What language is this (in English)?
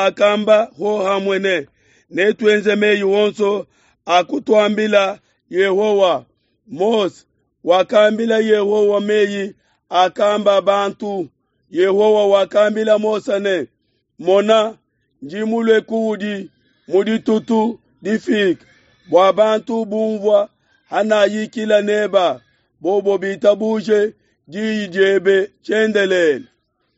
Luba-Lulua